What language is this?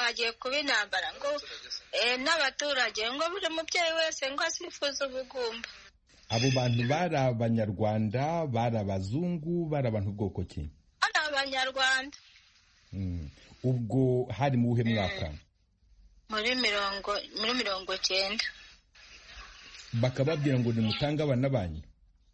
Kinyarwanda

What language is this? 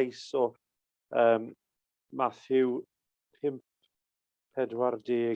Welsh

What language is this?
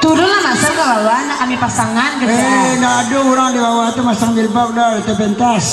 Minangkabau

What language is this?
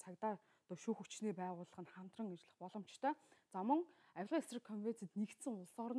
Mongolian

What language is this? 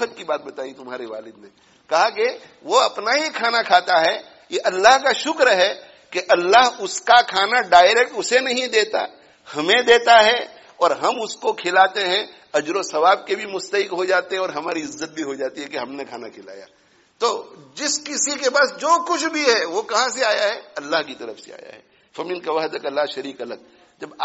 Urdu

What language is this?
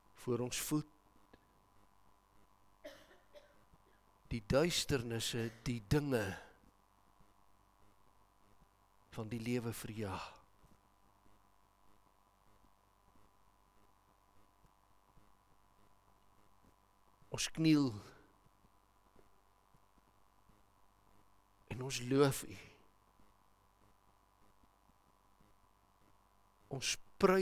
Afrikaans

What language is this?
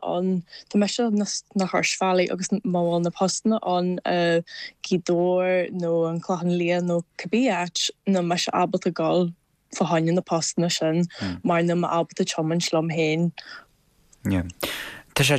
Irish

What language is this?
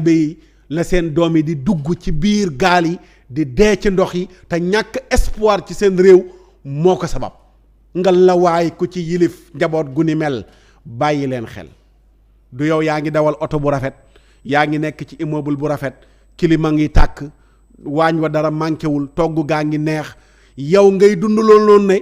Wolof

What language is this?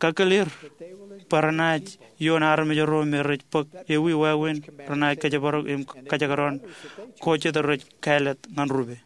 Marshallese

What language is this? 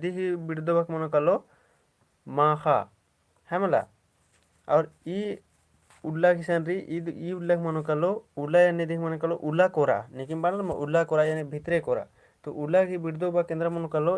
Kurukh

